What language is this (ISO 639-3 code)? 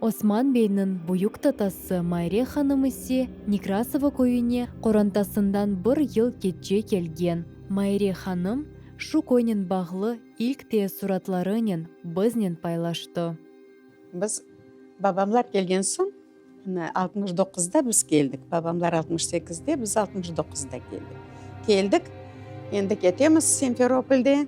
crh